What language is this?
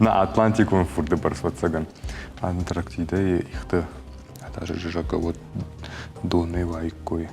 Ossetic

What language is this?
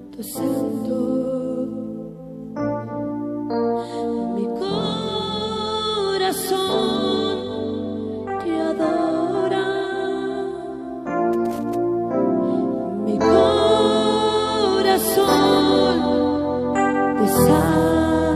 Spanish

